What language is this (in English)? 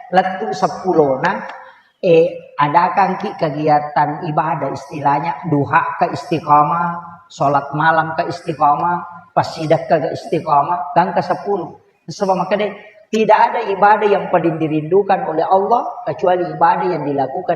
Buginese